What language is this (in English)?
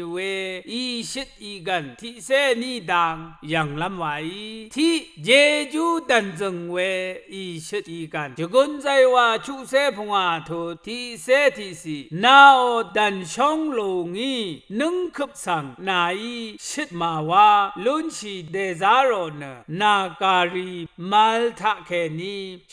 Rawang